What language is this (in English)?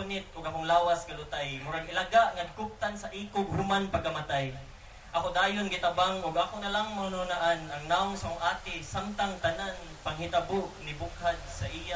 Cebuano